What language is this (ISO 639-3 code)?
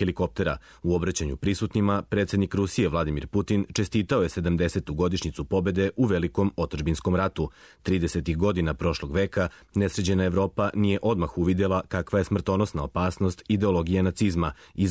srp